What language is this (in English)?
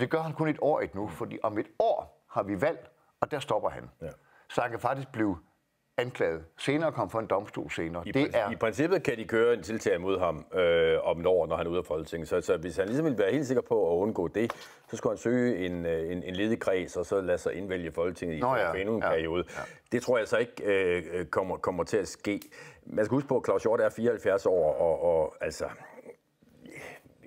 Danish